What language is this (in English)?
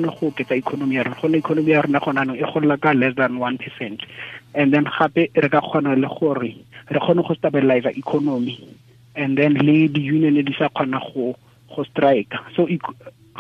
Tswana